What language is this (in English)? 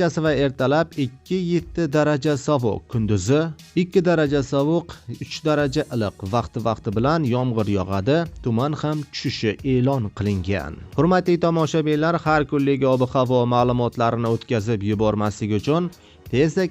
Uzbek